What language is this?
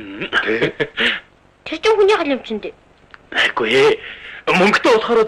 Mongolian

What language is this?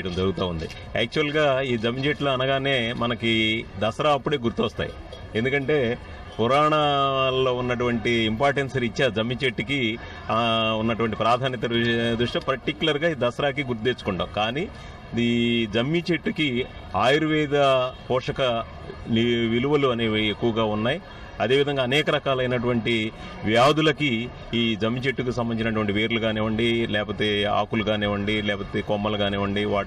Telugu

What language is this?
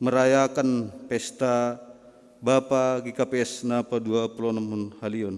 Batak Simalungun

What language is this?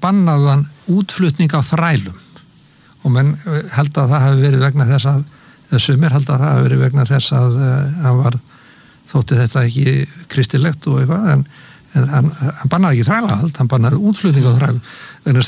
Icelandic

